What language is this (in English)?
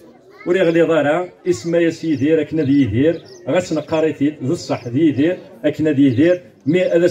Kabyle